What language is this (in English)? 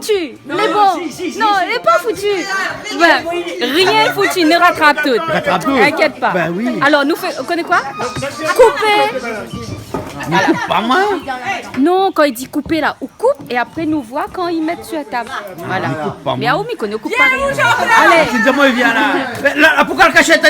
Réunion Creole French